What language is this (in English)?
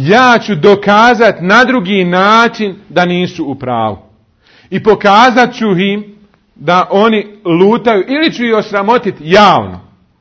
Bosnian